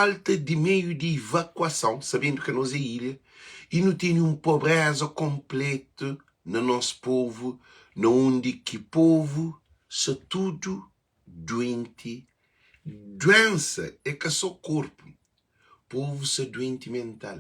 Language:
Kabuverdianu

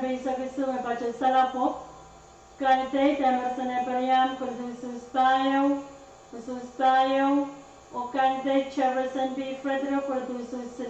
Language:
Pohnpeian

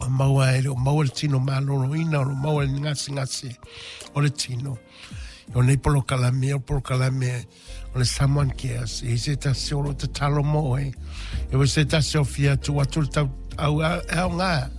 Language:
Samoan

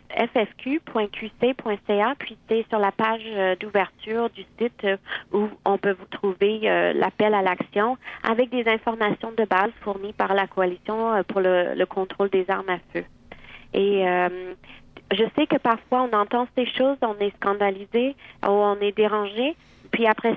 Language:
French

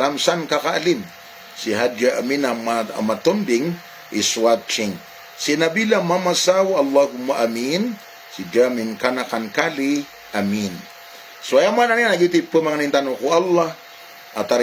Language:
Maranao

